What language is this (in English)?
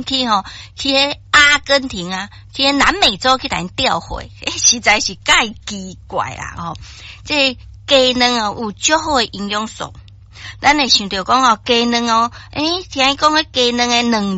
Min Nan Chinese